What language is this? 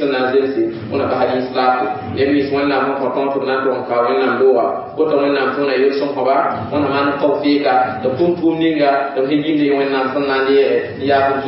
Mossi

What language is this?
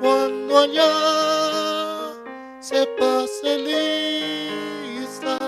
South Bolivian Quechua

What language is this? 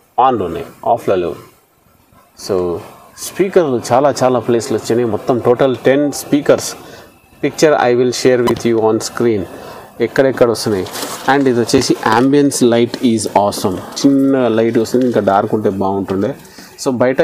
Telugu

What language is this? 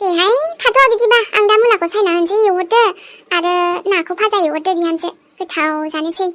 Bodo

